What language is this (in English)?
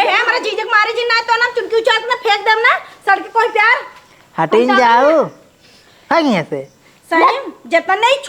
Awadhi